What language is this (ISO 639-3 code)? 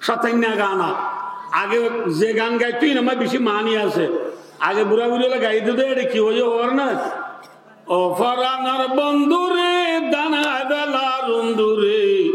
rhg